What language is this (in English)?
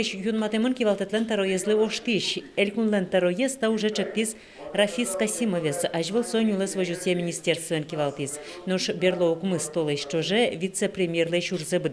Udmurt